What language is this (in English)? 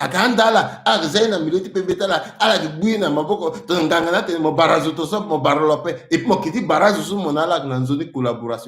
Sango